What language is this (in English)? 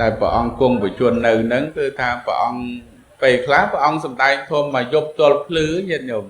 Khmer